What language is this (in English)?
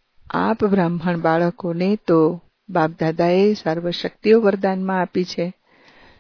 Gujarati